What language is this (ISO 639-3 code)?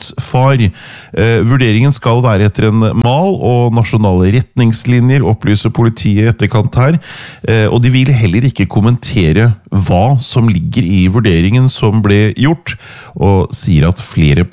nor